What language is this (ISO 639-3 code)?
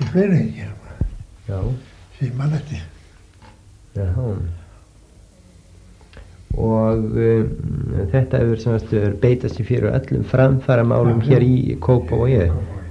isl